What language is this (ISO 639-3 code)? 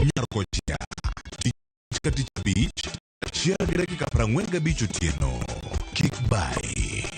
luo